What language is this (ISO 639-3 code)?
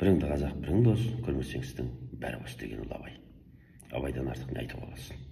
kaz